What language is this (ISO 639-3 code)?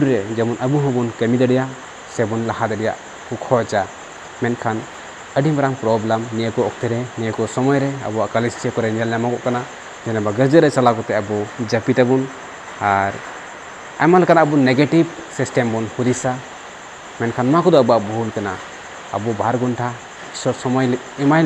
sat